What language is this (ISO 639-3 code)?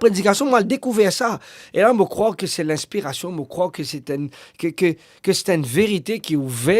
mfe